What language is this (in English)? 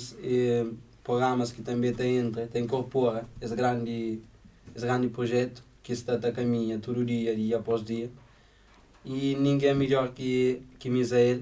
Kabuverdianu